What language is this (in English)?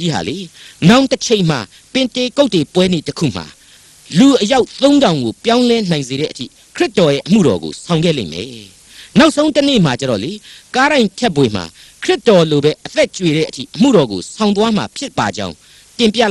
Burmese